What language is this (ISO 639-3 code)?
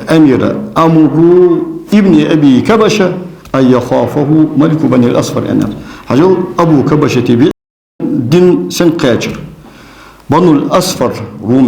inh